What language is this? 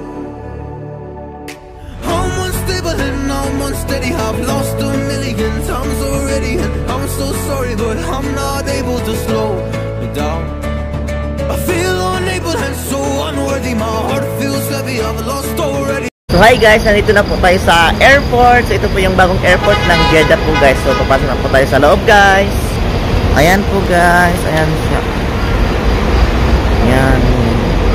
Filipino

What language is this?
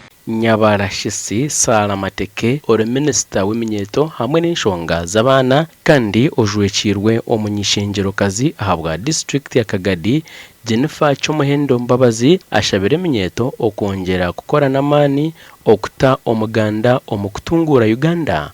Nyankole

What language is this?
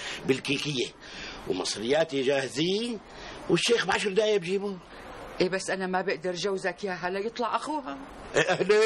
North Levantine Arabic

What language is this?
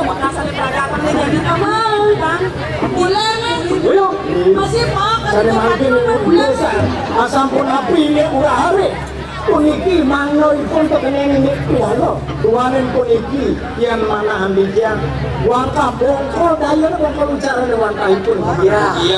Balinese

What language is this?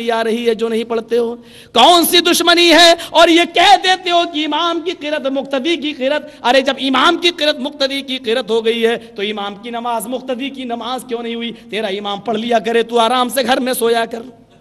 Urdu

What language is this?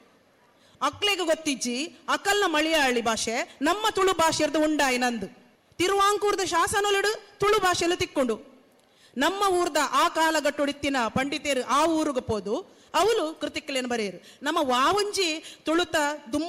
Tulu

